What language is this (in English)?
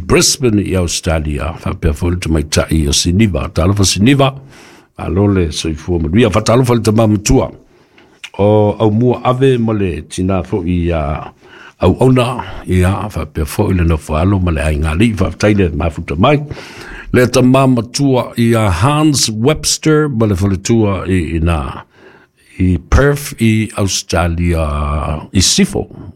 Samoan